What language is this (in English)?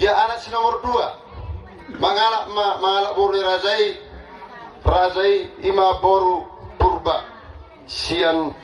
Batak Toba